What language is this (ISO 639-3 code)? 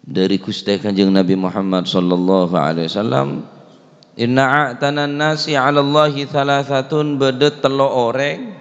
mad